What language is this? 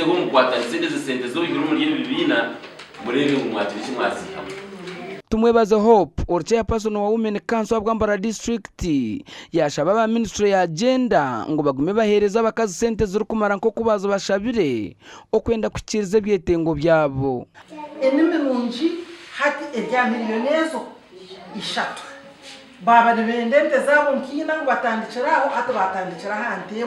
Nyankole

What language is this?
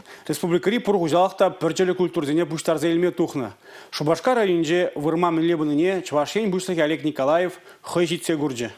Chuvash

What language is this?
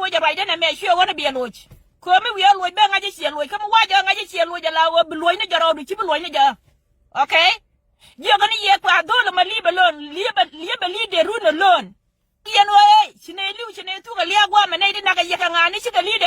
Nuer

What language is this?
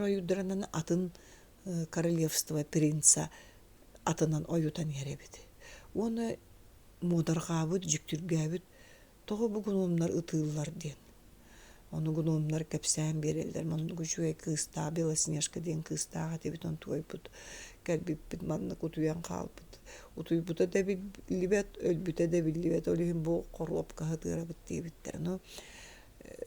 Yakut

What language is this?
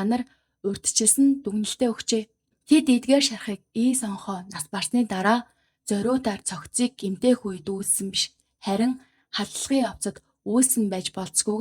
Mongolian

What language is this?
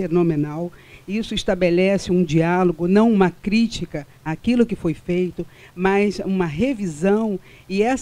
Portuguese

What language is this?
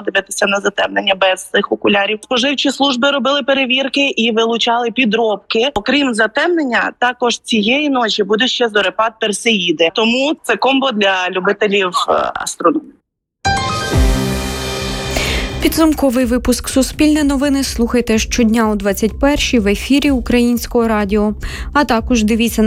Ukrainian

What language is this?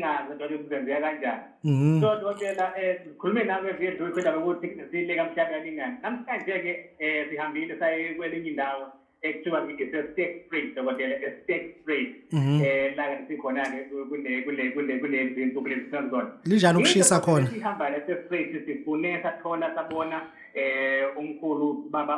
Zulu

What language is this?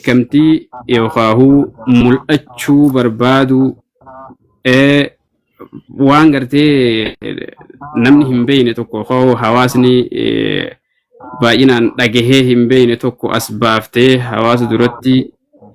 Oromo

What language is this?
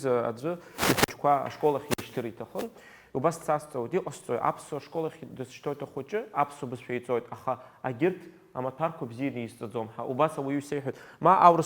Abkhazian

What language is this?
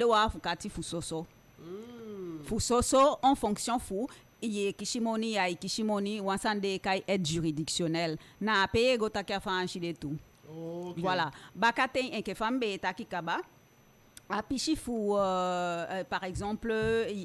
Eastern Maroon Creole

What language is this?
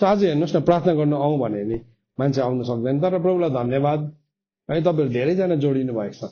Nepali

